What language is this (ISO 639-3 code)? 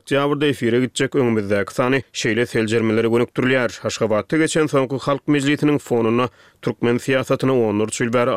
tuk